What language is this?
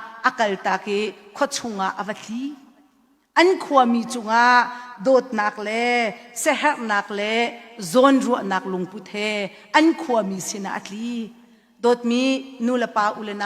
Hakha Chin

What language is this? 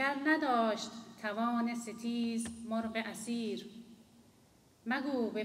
Persian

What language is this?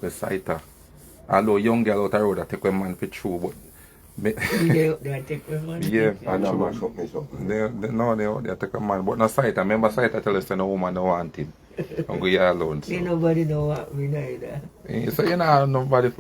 Jamaican Creole English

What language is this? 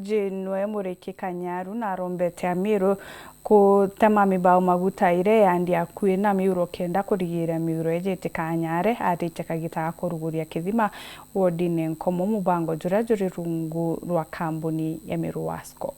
Meru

